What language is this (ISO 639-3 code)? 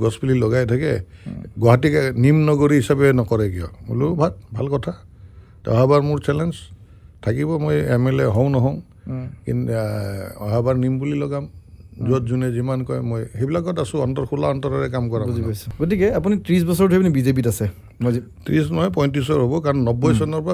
asm